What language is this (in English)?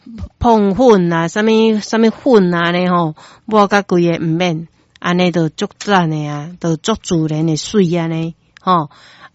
Min Nan Chinese